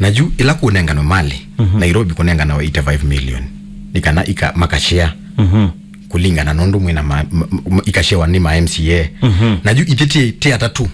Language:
Kamba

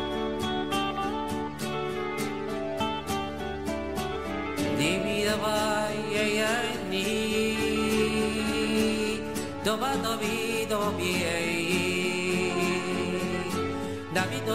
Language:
Basque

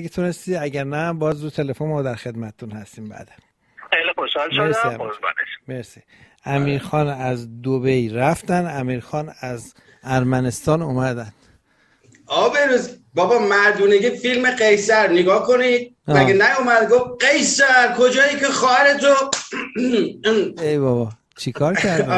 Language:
Persian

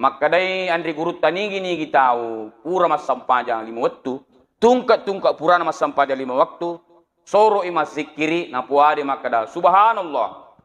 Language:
Buginese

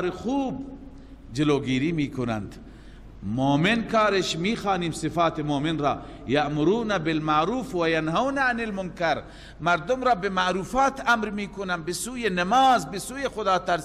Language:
Persian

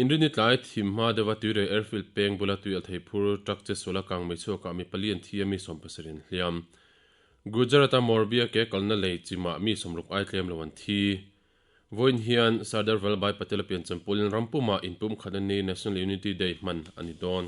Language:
Mizo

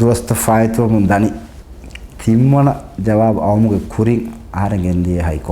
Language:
Divehi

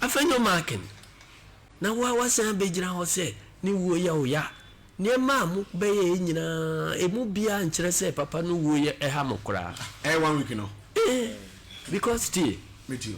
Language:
Akan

